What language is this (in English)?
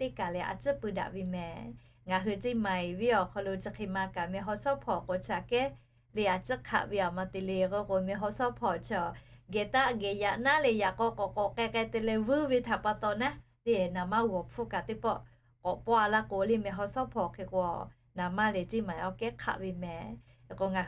Lahu